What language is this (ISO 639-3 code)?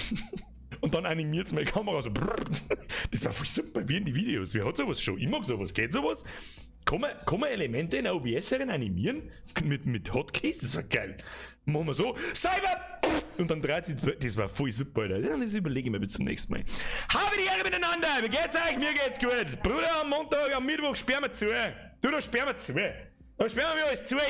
bar